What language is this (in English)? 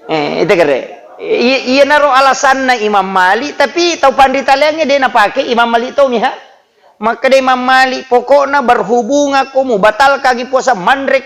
Buginese